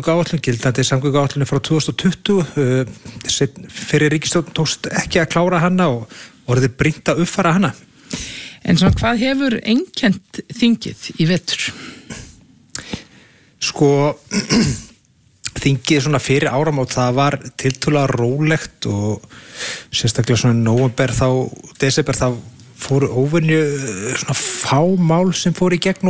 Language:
Icelandic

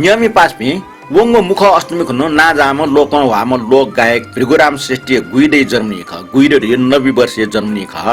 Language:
Newari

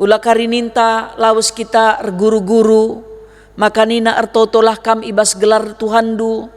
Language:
Batak Karo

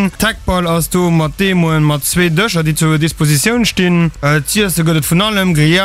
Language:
Luxembourgish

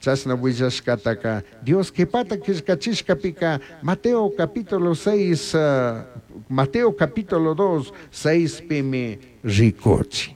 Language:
Chimborazo Highland Quichua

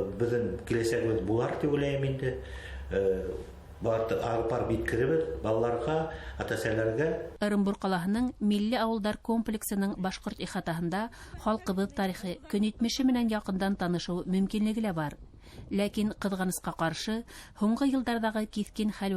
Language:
Bashkir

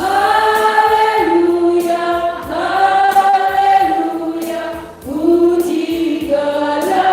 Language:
Batak Karo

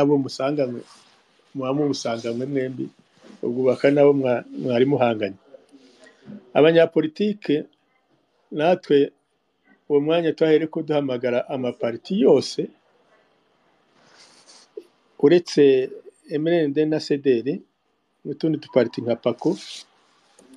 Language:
Kinyarwanda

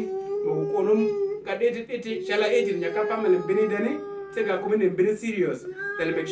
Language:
Uduk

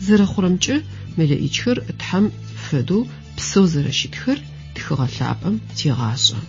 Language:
Adyghe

